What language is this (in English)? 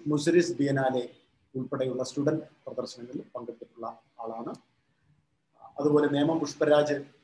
Malayalam